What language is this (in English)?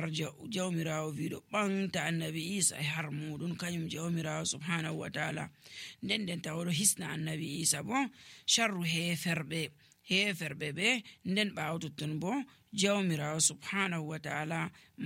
Nigerian Fulfulde